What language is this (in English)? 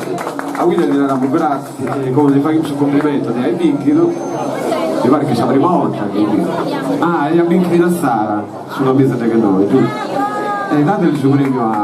Sardinian